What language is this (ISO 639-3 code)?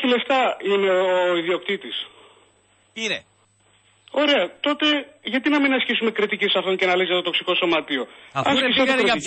ell